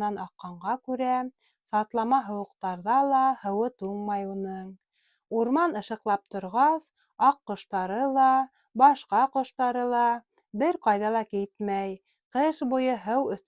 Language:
Bashkir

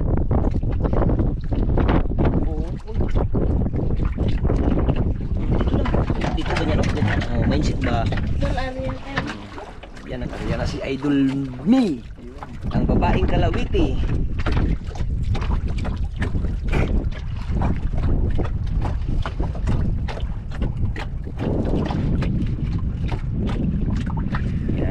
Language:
Filipino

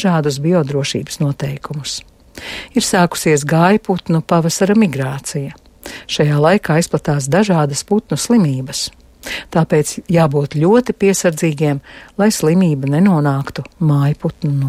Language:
Latvian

